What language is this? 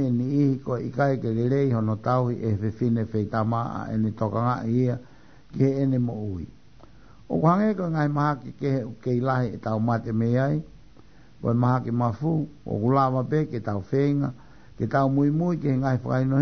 Tongan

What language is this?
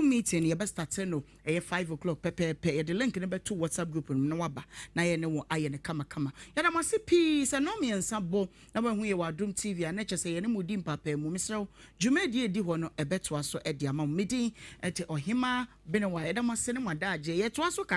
Akan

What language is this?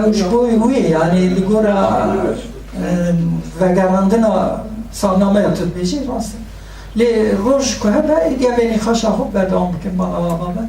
Kurdish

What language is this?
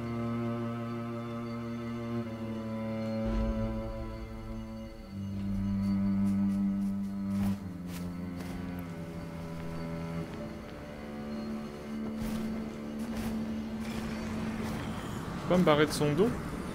French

